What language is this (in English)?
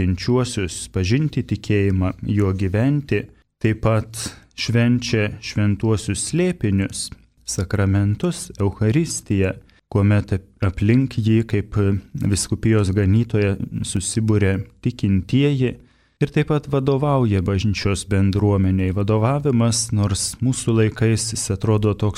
Lithuanian